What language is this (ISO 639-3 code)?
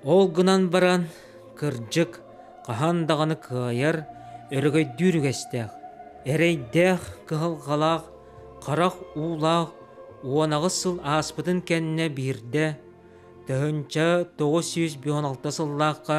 sah